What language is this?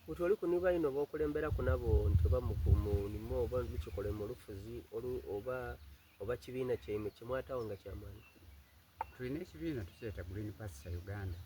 Soga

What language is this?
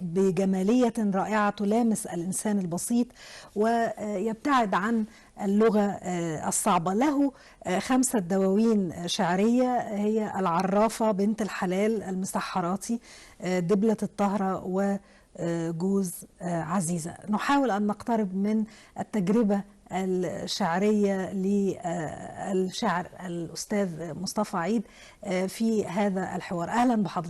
Egyptian Arabic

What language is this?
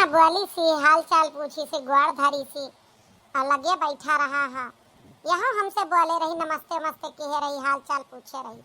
Awadhi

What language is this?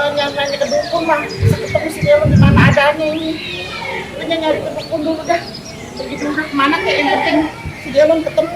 Betawi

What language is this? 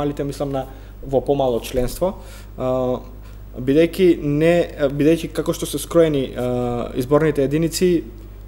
Macedonian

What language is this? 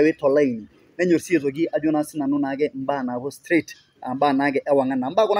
Masai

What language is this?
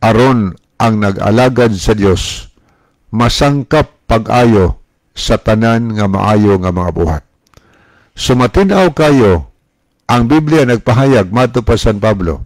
Cebuano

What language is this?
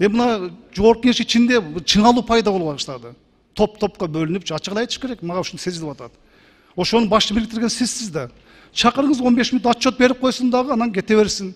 Kyrgyz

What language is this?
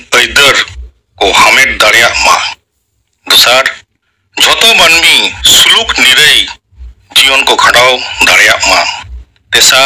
Santali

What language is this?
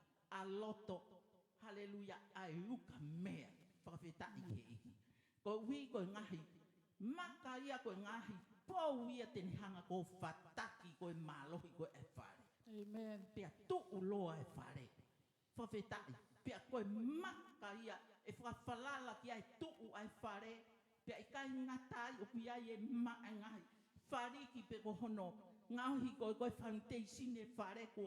Tongan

